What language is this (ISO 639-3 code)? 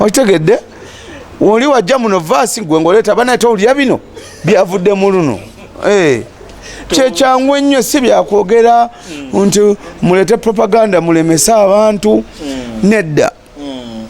lug